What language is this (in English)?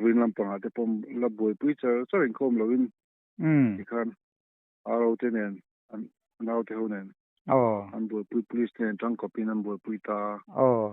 Mizo